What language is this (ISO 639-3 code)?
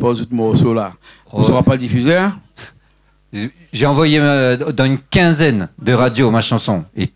rcf